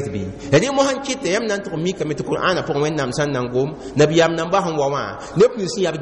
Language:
Mossi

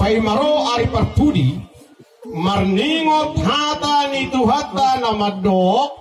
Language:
Batak Toba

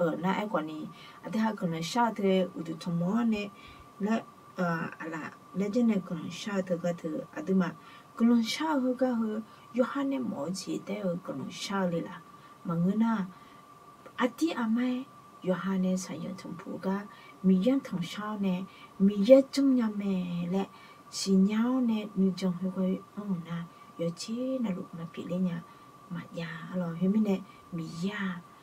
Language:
Akha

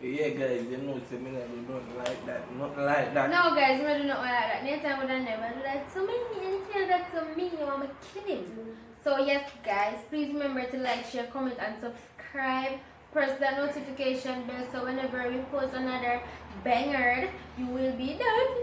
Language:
Jamaican Creole English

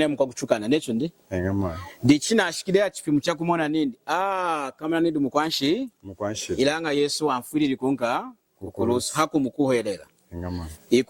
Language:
Lunda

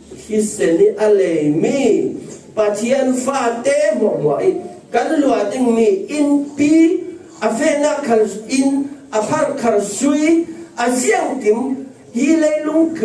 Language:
Falam Chin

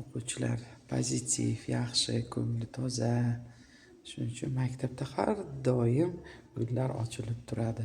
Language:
Uzbek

